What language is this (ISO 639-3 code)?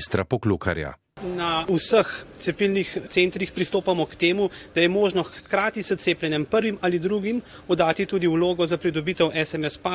slv